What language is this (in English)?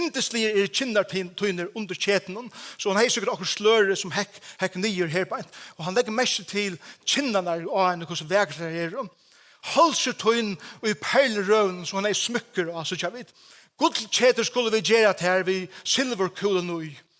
Faroese